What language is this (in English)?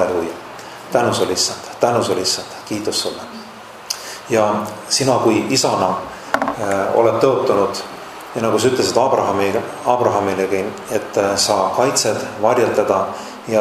Estonian